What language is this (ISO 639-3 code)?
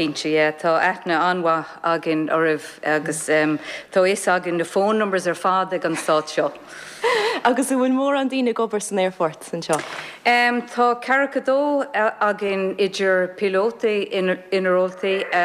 gle